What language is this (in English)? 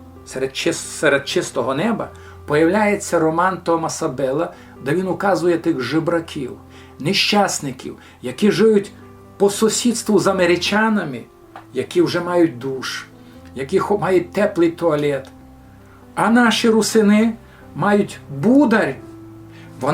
Rusyn